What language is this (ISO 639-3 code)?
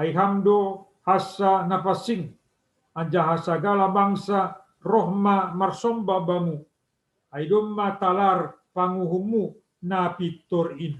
bts